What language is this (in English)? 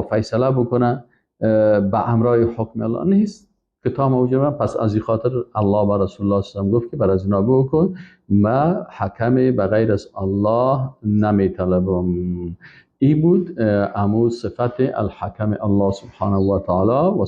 Persian